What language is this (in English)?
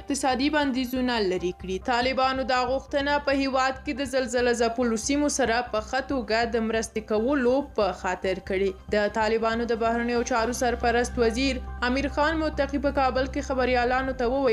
Pashto